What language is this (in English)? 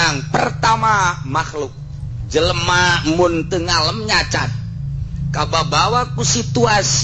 Sundanese